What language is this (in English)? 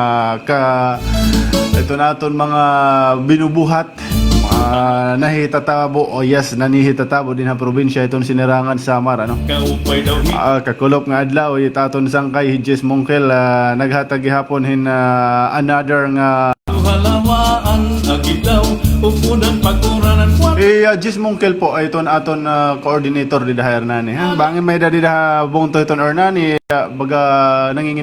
Waray